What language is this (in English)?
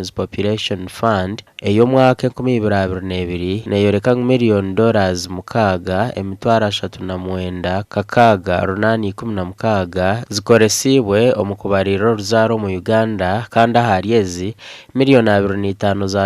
Nyankole